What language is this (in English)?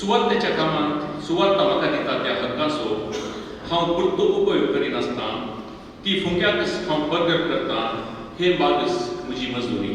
Konkani